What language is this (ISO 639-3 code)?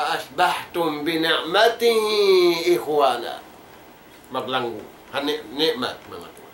tsg